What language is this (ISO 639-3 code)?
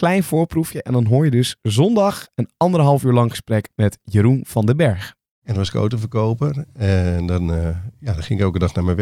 nld